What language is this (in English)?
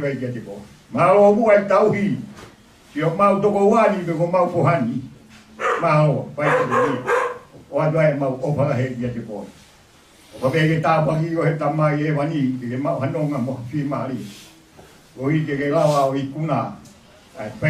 Tongan